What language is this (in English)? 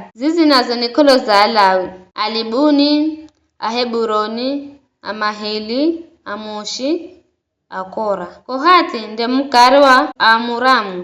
Giryama